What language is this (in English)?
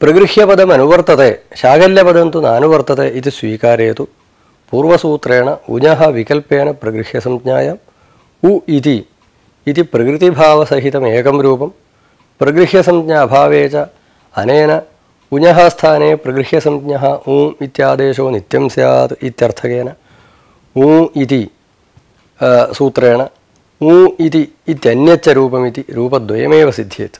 Sanskrit